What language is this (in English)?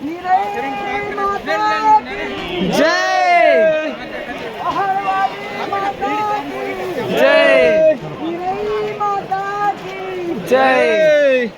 Chhattisgarhi